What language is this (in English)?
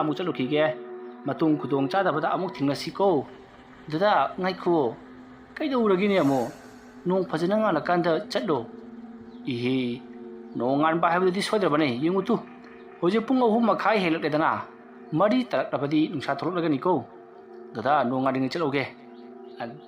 Manipuri